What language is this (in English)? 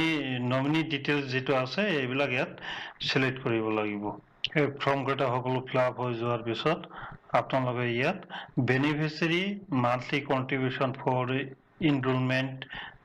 Assamese